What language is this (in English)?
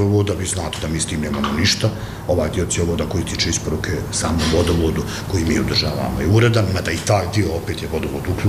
Bosnian